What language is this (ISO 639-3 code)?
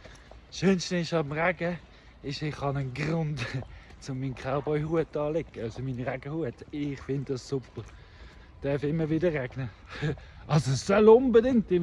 gsw